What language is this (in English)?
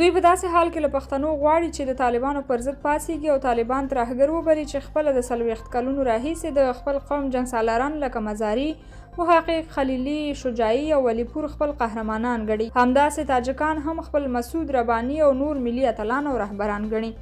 Pashto